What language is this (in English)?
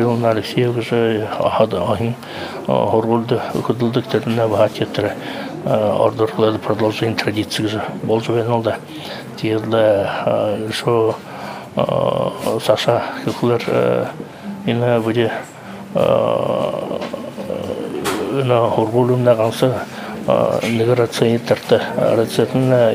Buriat